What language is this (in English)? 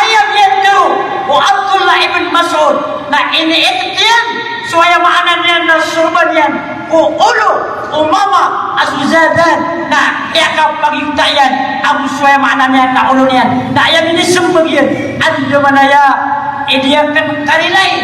Maranao